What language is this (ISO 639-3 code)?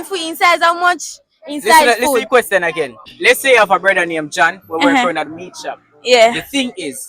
jam